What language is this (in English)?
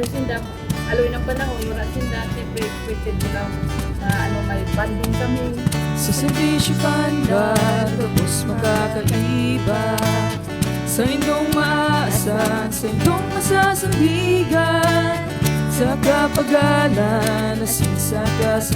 Bikol